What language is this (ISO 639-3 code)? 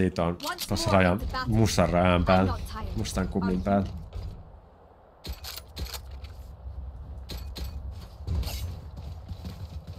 fin